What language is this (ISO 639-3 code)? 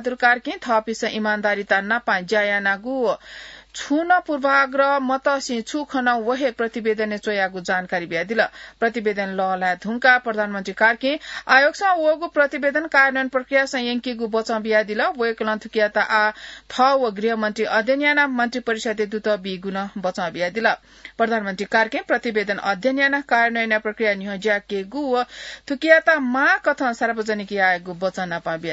new